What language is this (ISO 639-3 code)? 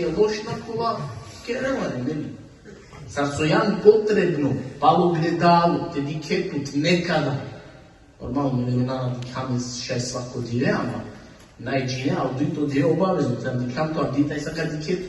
rmn